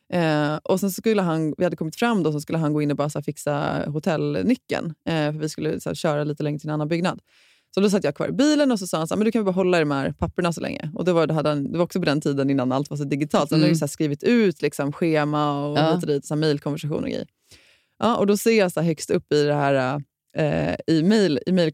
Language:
Swedish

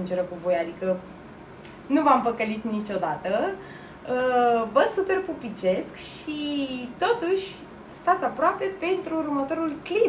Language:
Romanian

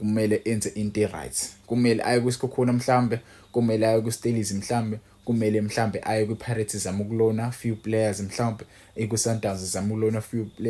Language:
Zulu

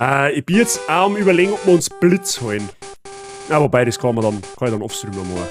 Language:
Bavarian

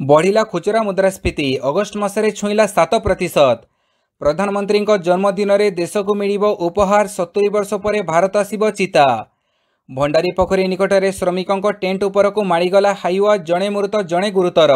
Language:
Odia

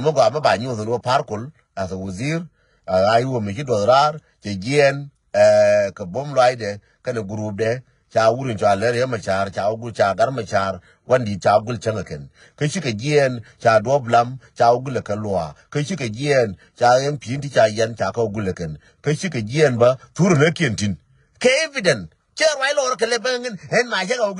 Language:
Nuer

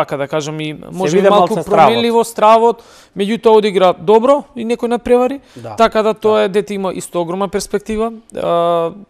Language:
Macedonian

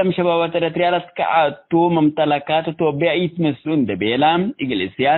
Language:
Tigre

